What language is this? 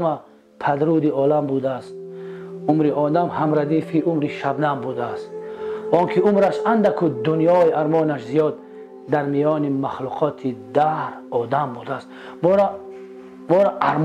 Tajik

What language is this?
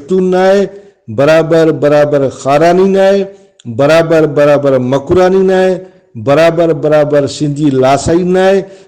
Brahui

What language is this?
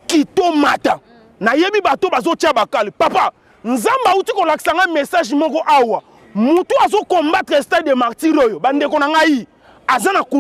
Lingala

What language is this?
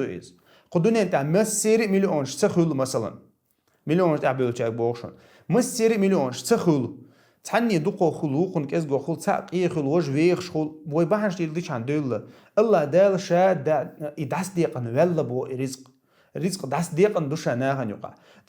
Chechen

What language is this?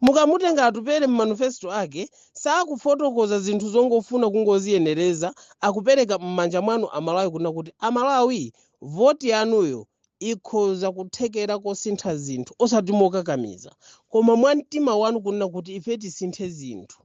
Nyanja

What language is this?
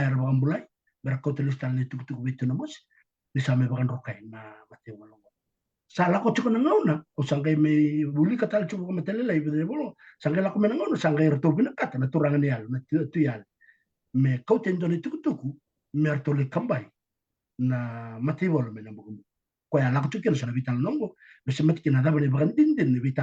Fijian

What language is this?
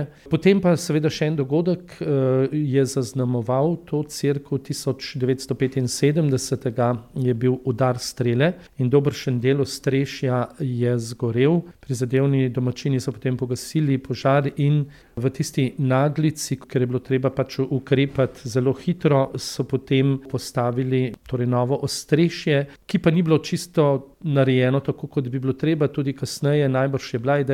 Slovenian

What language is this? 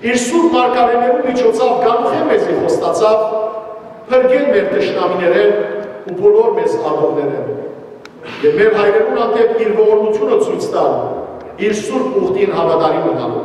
Western Armenian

